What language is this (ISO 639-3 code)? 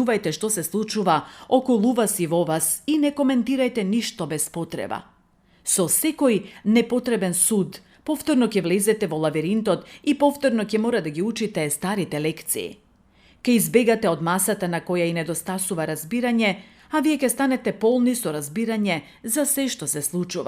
mkd